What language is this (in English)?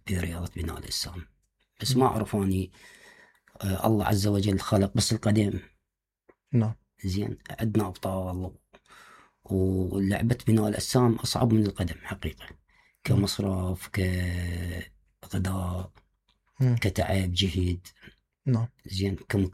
Mesopotamian Arabic